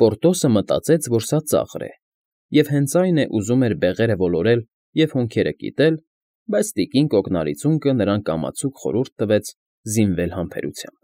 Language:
Armenian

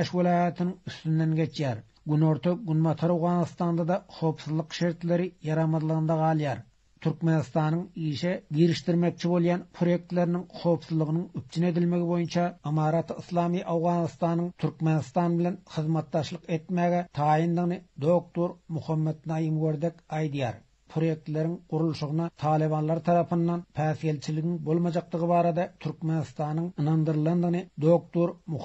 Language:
Turkmen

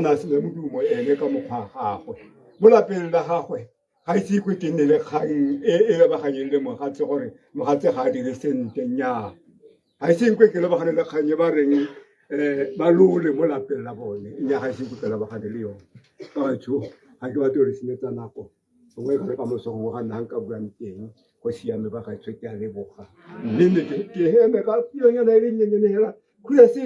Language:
Tswana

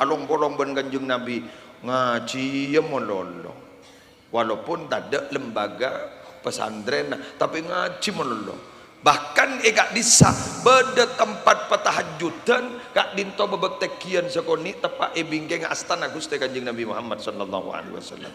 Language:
Madurese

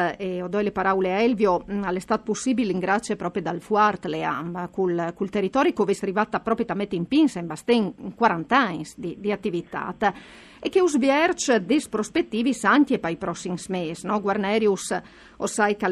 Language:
Friulian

